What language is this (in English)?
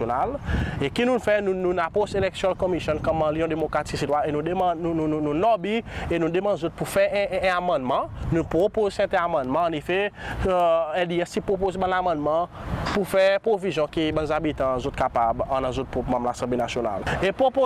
Seselwa Creole French